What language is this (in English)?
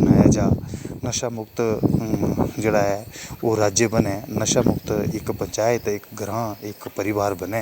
Dogri